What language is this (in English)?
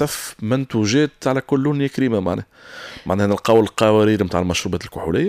Tunisian Arabic